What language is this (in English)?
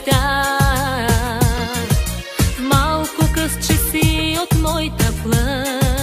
Bulgarian